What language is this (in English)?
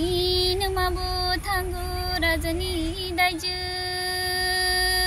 Kok Borok